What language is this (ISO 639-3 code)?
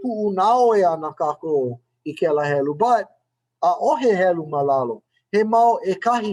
haw